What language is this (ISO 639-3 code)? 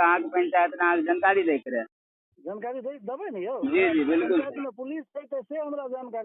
mai